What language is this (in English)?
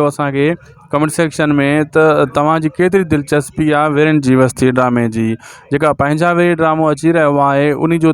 Sindhi